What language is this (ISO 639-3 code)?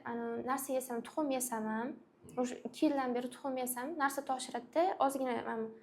uzb